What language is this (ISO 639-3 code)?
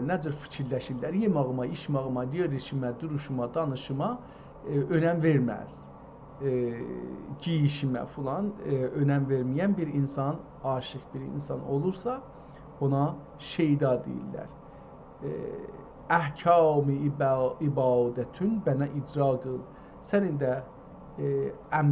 azb